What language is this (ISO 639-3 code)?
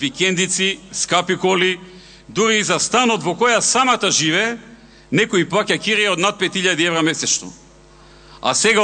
mkd